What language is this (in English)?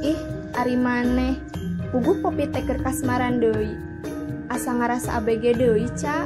Sundanese